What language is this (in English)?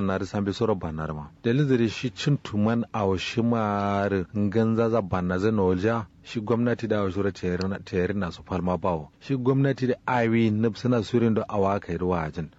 Kanuri